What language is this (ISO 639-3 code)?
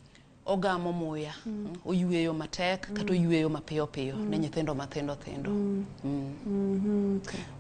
luo